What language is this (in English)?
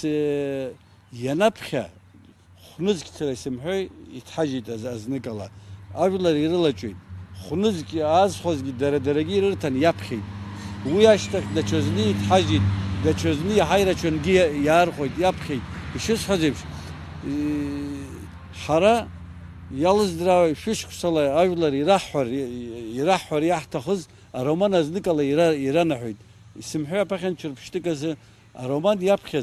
Abkhazian